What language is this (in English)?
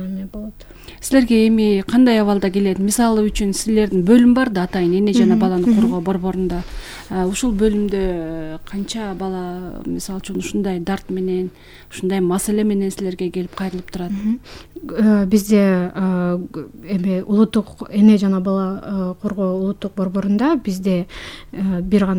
Kyrgyz